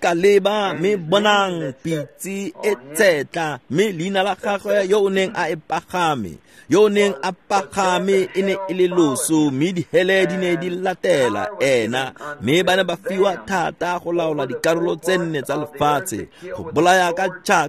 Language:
Tswana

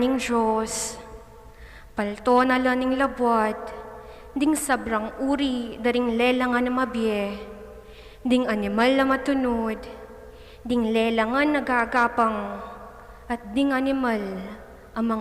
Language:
Pampanga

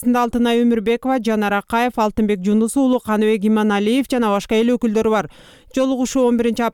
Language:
Kyrgyz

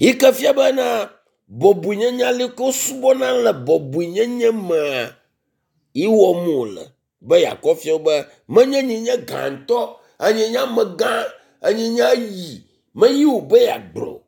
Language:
Ewe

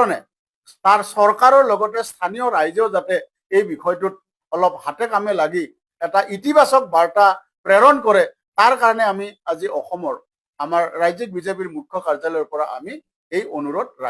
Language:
Assamese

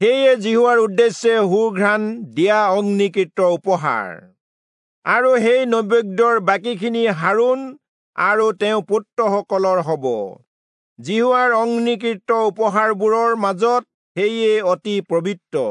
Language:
Assamese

